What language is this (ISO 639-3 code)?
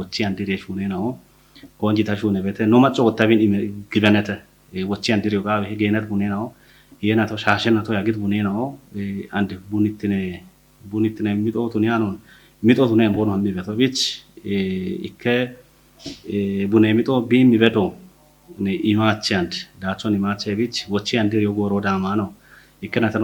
kbr